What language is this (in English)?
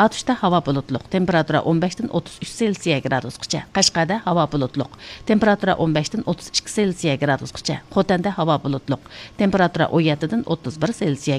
Uyghur